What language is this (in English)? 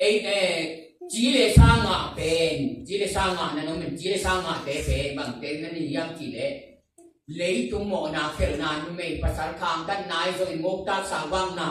Tedim Chin